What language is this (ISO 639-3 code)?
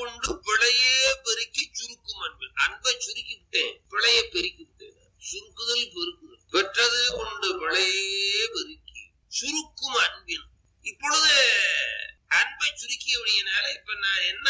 tam